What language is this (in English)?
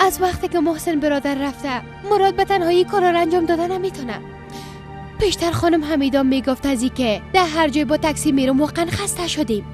Persian